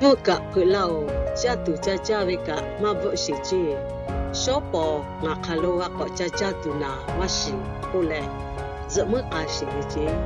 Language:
Lahu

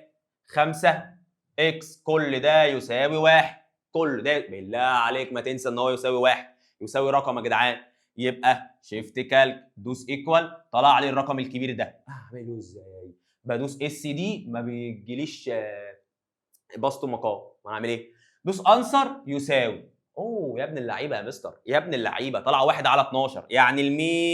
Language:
Egyptian Arabic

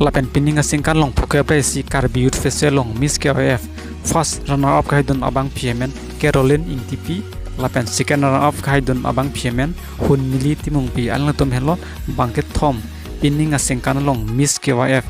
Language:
Karbi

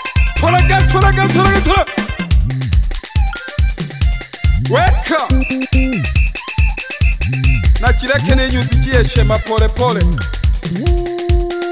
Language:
Swahili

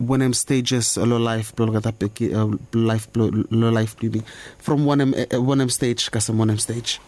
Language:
Bislama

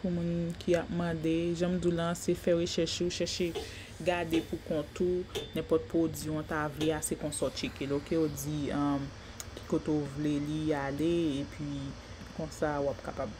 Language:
Haitian Creole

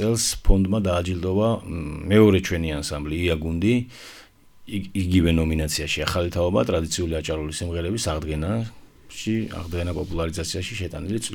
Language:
Georgian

